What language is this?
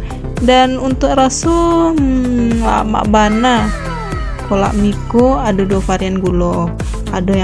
Minangkabau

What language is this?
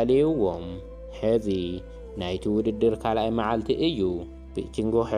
Tigrinya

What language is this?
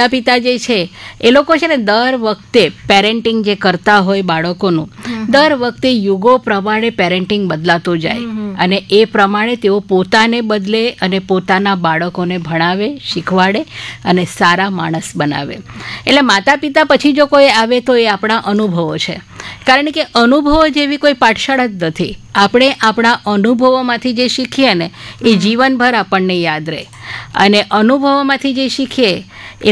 Gujarati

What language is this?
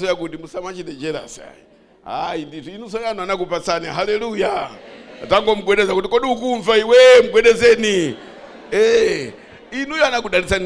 Nyanja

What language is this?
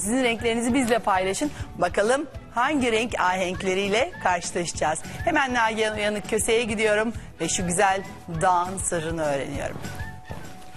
Turkish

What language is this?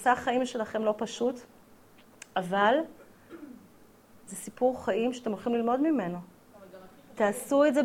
Hebrew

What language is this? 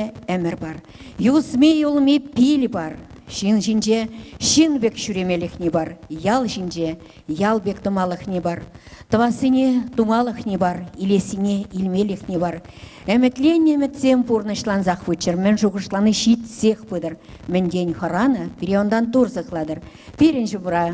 Chuvash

